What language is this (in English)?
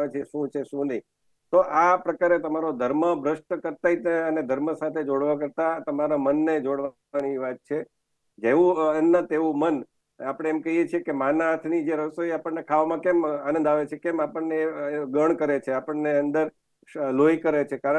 Gujarati